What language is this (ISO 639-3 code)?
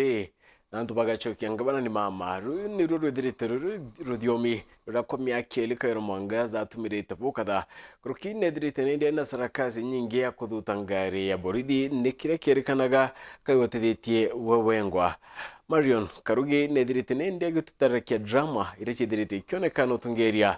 mer